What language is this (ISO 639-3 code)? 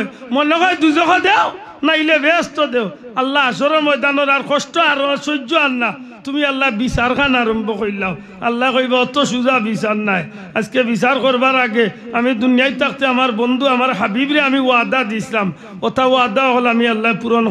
syl